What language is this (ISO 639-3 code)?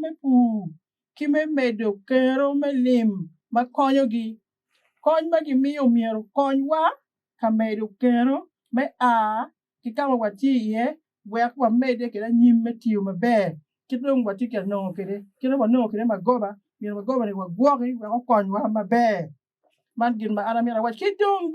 ach